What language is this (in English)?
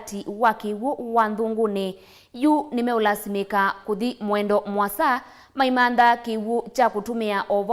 Kamba